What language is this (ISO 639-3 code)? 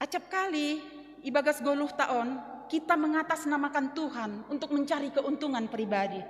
bts